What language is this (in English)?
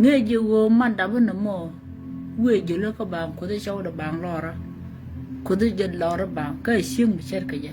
Nuer